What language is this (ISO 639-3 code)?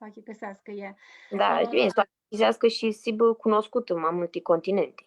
rup